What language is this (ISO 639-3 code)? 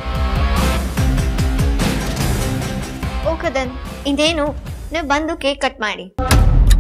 kan